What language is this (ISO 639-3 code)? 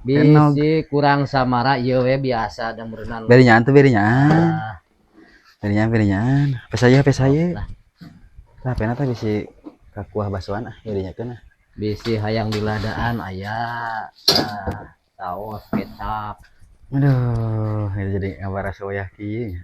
sun